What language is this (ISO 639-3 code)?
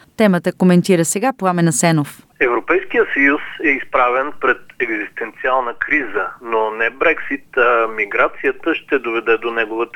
bul